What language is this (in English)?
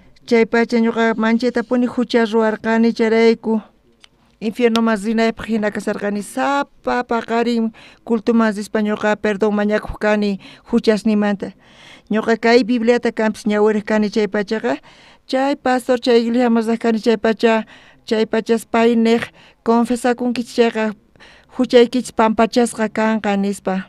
South Bolivian Quechua